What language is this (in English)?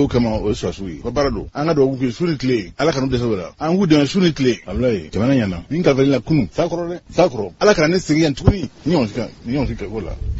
Bambara